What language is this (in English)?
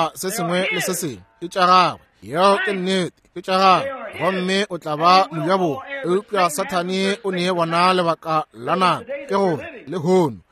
Northern Sotho